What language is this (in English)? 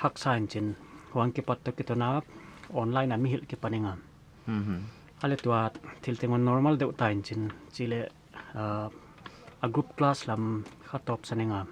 Paite Chin